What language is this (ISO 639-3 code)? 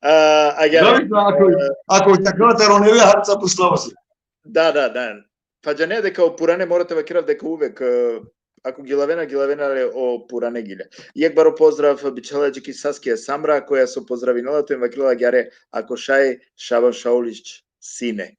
rmn